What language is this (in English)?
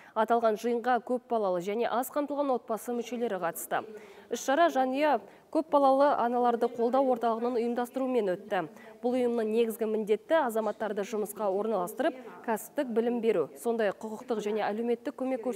Kazakh